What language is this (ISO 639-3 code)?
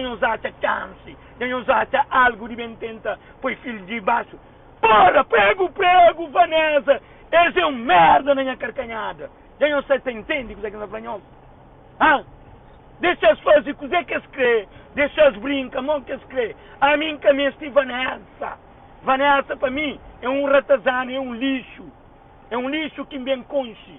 kea